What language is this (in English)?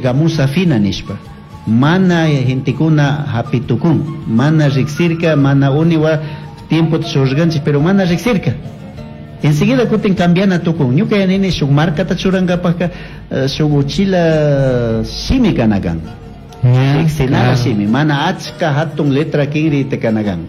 Chimborazo Highland Quichua